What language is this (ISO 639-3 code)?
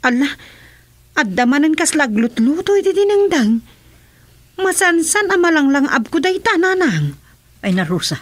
ilo